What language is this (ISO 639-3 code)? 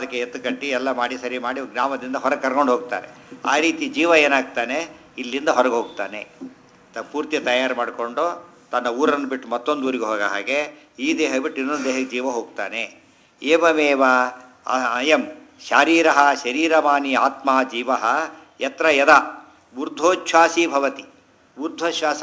kan